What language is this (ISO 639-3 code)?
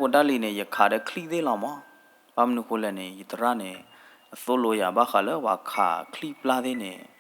ksw